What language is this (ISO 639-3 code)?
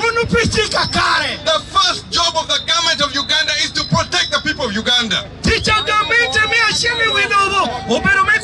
laj